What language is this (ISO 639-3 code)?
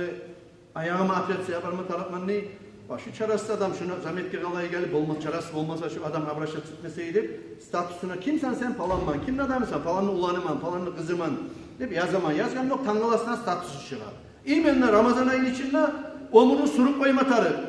kum